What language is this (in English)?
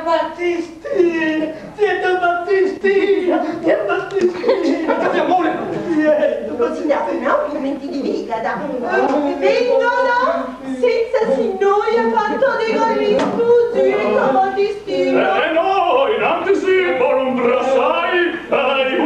Sardinian